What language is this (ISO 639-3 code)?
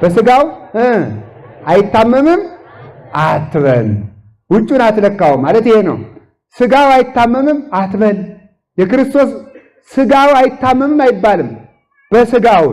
amh